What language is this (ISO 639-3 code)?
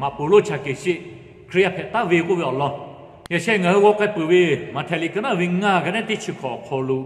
lhu